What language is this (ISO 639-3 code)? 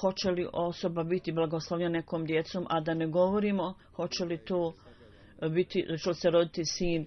bos